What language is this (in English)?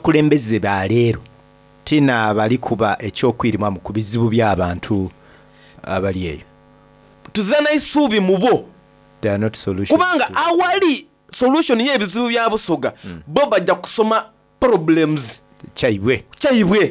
Soga